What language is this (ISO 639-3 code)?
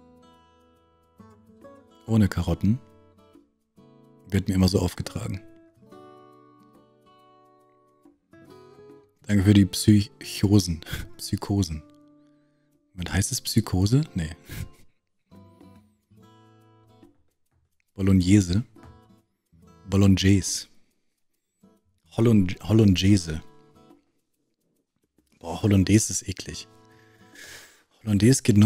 deu